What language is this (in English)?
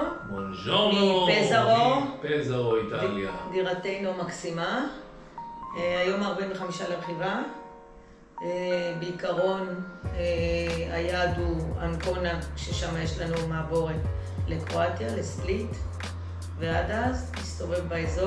Hebrew